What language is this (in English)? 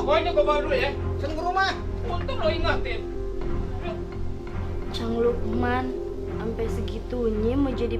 Betawi